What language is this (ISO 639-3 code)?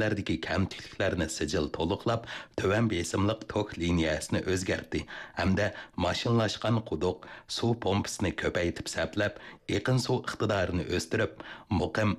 uig